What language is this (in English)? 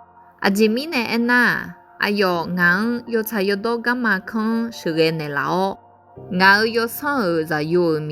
Akha